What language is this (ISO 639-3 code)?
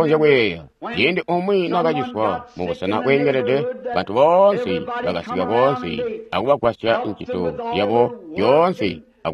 toi